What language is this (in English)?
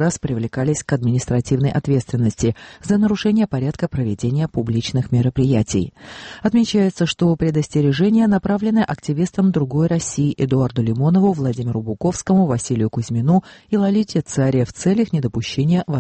Russian